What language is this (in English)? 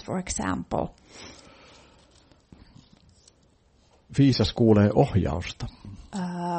Finnish